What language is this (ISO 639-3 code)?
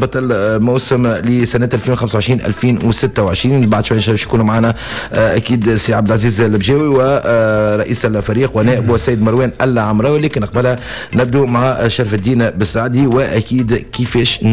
aeb